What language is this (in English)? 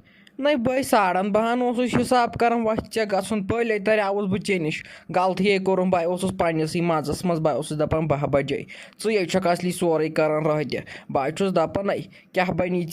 Kashmiri